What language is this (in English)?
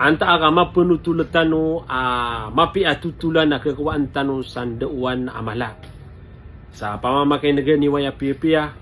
Maranao